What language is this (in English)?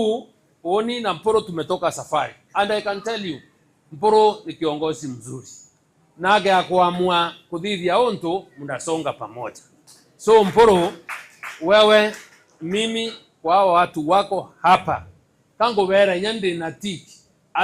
Meru